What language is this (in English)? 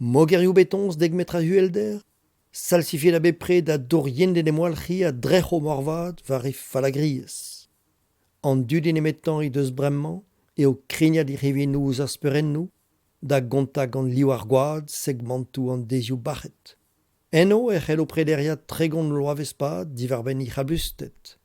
Breton